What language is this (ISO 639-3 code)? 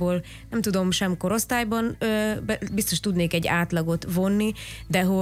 hun